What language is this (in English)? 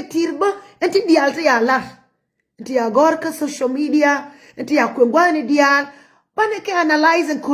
Nuer